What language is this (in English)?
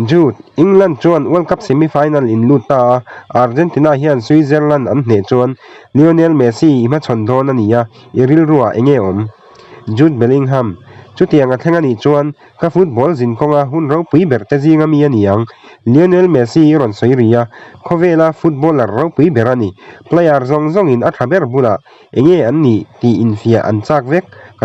Mizo